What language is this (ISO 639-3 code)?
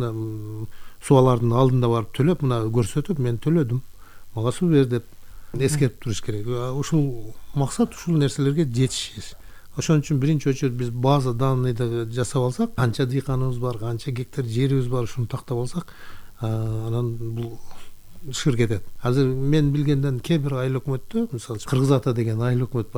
kir